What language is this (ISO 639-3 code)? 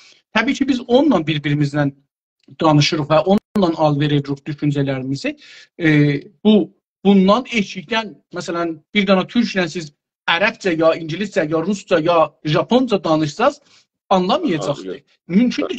azb